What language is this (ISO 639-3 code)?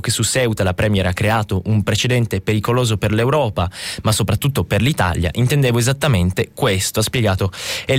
ita